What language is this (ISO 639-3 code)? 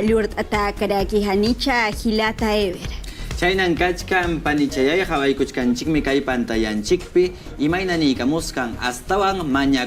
que